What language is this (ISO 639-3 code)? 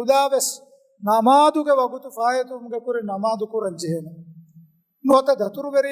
div